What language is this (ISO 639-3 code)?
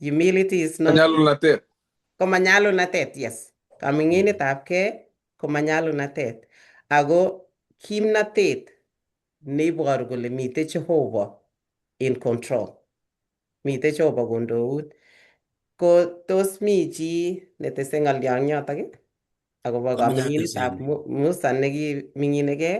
kln